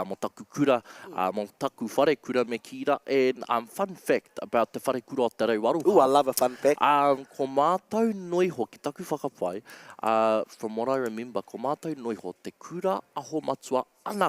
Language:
Māori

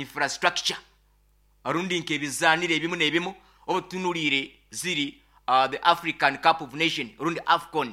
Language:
Nyoro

